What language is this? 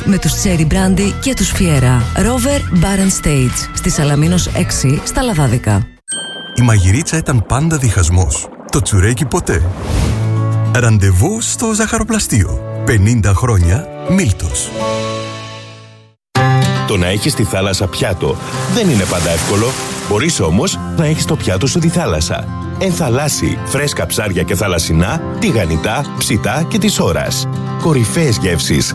Greek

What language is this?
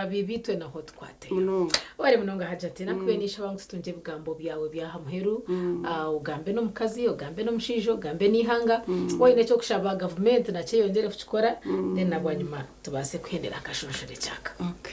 Nyankole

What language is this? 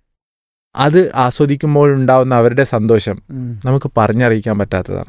Malayalam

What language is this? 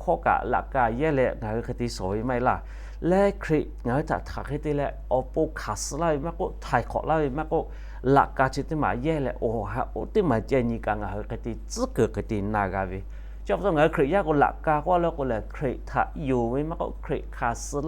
Lahu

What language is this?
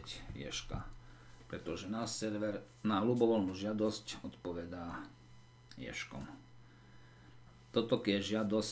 Slovak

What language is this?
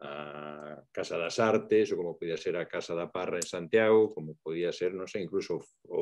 Galician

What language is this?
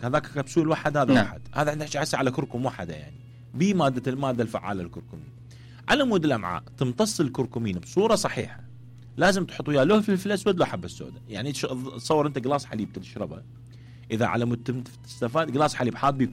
Mesopotamian Arabic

